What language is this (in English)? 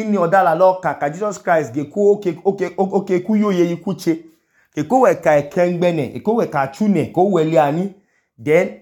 Idoma